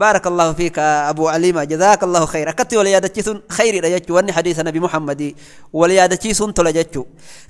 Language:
Oromo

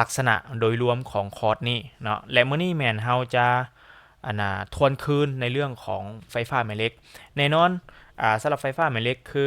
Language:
Lao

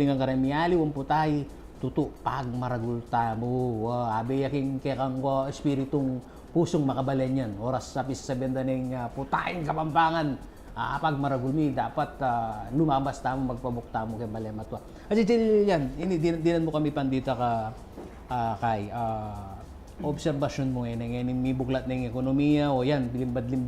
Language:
Pampanga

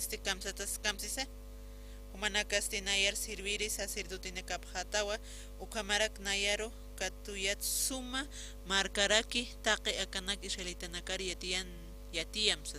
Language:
Aymara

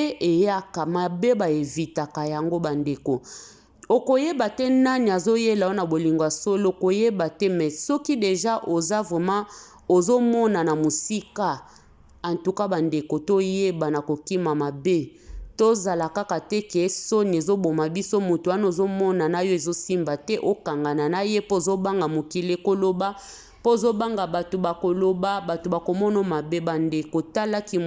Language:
Lingala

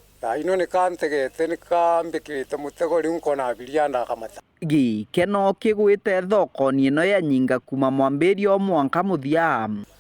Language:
Meru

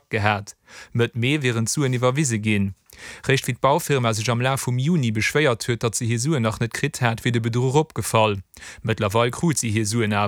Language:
Luxembourgish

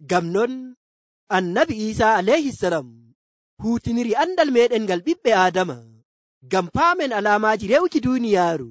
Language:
Nigerian Fulfulde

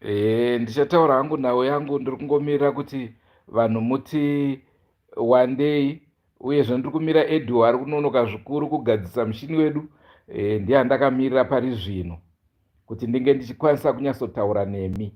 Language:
Shona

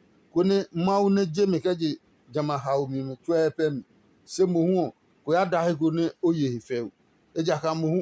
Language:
Adangme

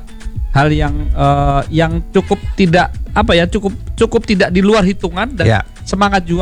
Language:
Indonesian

